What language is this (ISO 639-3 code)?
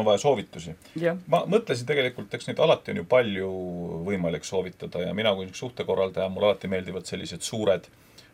est